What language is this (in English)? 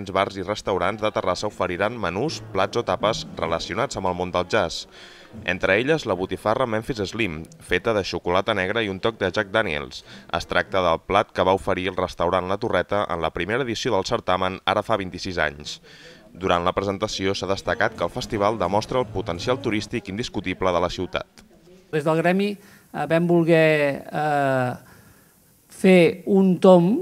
Catalan